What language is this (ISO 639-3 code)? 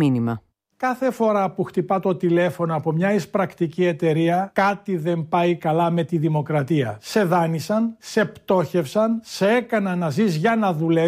ell